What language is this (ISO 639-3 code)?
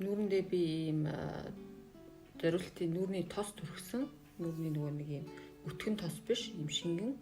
mon